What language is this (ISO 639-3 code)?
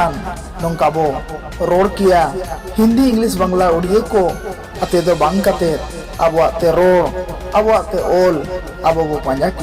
sat